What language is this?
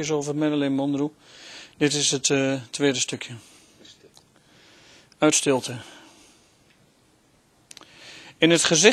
Dutch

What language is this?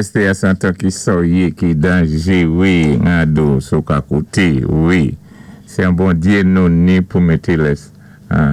Saint Lucian Creole French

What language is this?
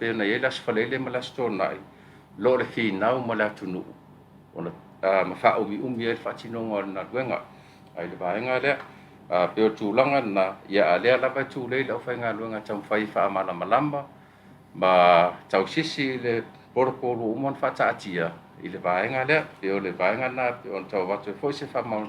Samoan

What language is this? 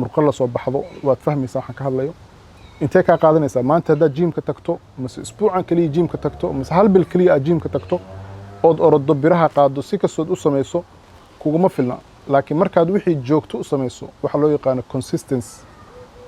Somali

